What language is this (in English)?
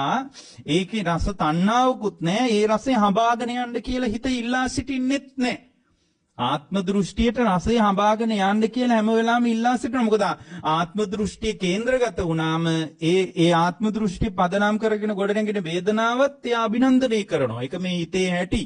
Sinhala